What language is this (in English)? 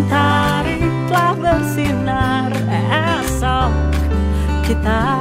Indonesian